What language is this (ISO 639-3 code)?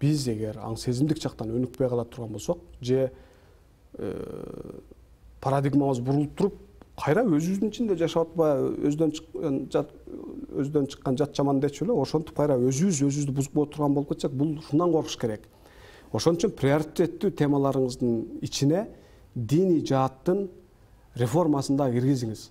kir